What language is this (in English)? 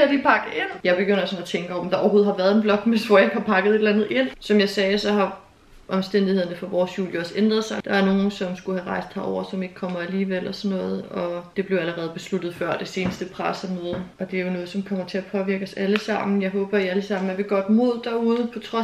Danish